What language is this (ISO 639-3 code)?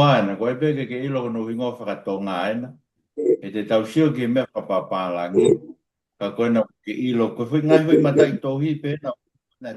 ton